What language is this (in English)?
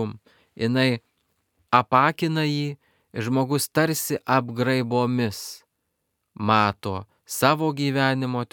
Lithuanian